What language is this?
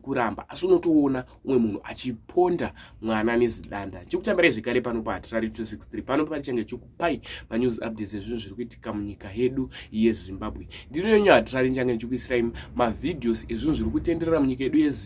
Shona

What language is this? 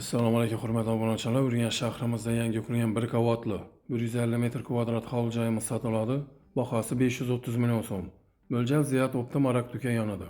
Uzbek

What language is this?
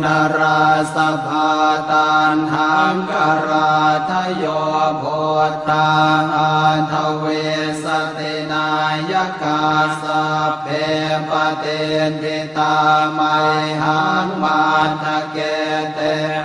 Pali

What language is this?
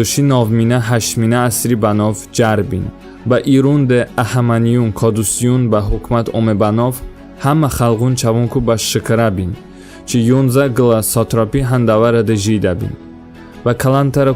Talysh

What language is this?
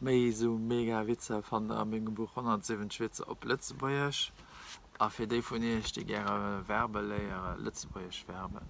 Luxembourgish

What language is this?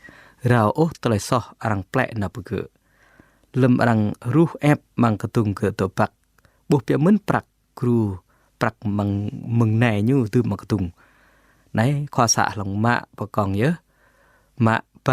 Jarai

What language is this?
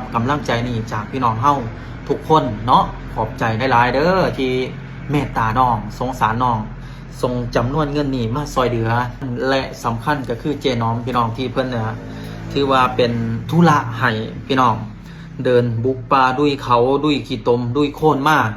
Lao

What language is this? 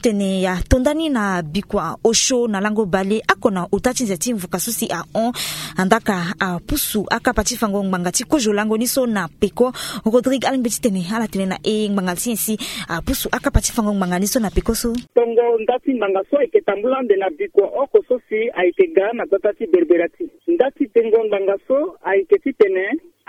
Sango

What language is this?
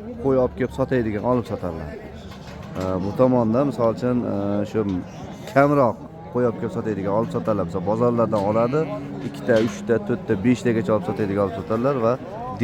Uzbek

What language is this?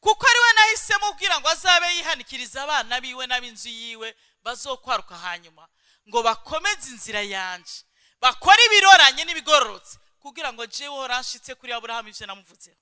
Rundi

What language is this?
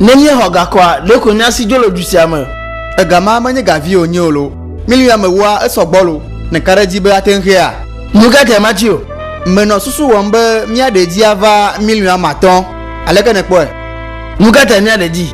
Ewe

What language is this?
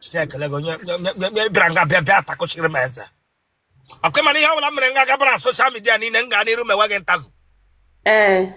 Igbo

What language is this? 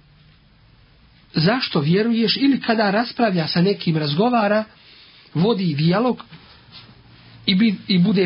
Bosnian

